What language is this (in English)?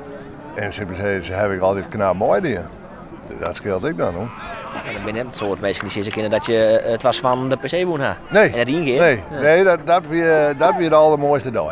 Western Frisian